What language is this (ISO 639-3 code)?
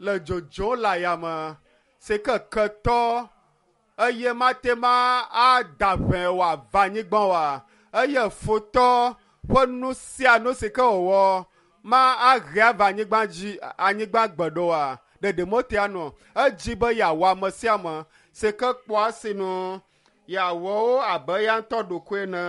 ewe